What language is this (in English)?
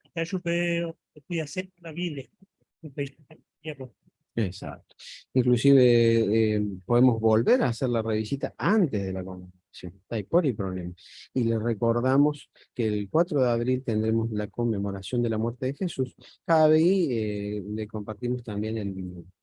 Guarani